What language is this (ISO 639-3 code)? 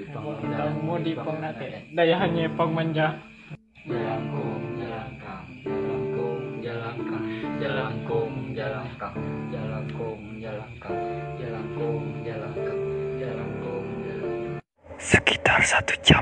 mhy